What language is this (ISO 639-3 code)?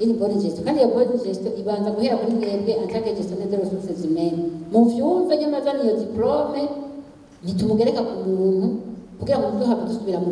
run